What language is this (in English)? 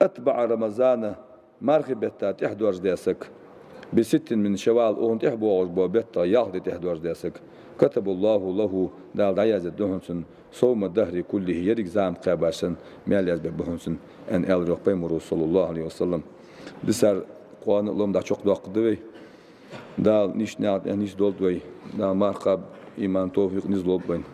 Ingush